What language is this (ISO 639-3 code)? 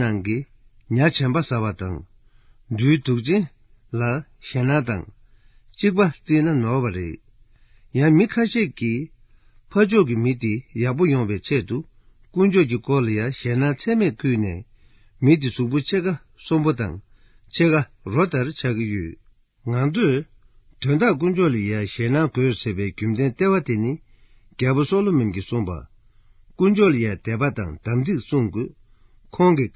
bod